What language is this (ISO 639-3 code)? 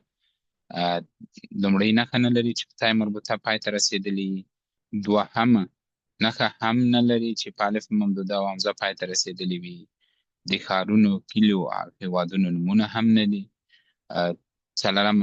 pus